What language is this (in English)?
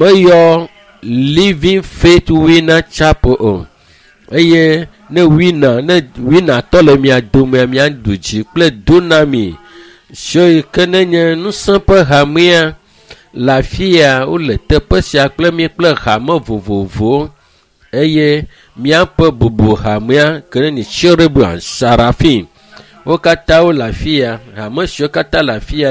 Ewe